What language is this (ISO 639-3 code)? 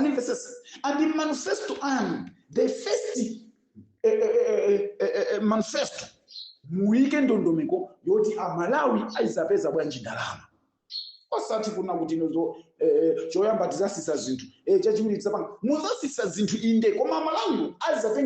nya